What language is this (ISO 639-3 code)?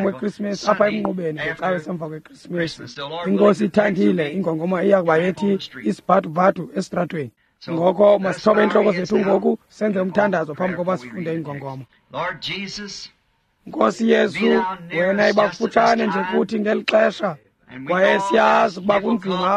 xho